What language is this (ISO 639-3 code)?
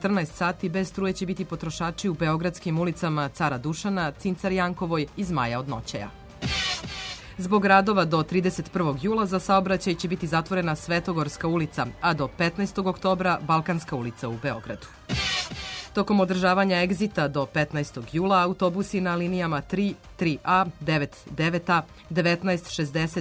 srp